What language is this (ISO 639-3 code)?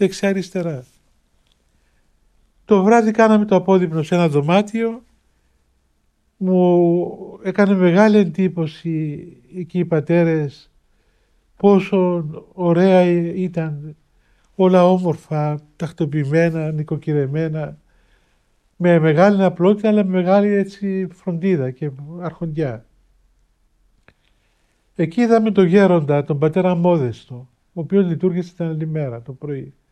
ell